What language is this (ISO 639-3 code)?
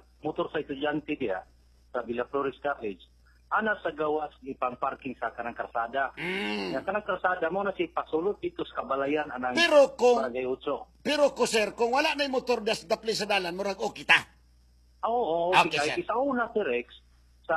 ceb